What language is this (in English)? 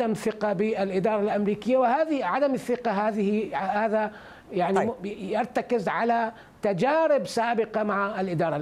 Arabic